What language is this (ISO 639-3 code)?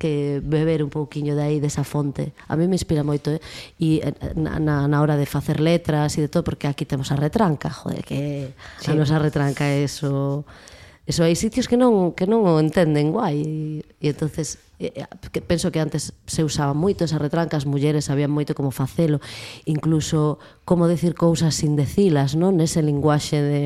glg